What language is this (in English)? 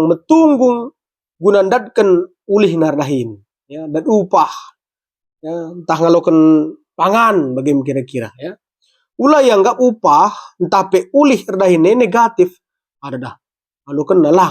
Batak Karo